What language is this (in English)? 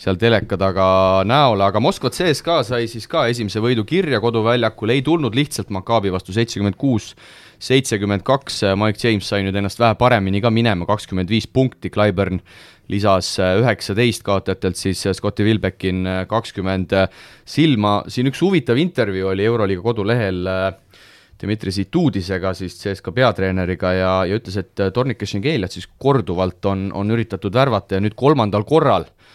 Estonian